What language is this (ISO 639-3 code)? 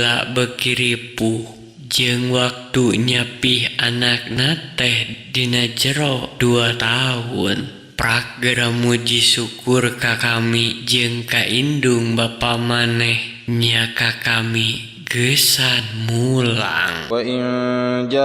sun